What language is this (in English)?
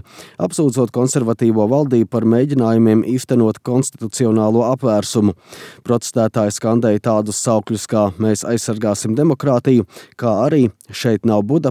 Latvian